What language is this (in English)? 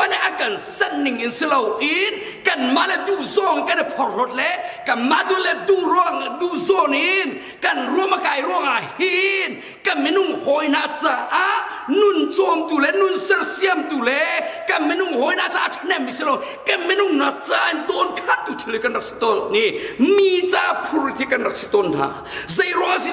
Hakha Chin